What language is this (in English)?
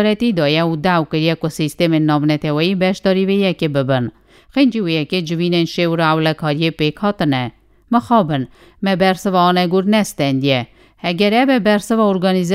Kurdish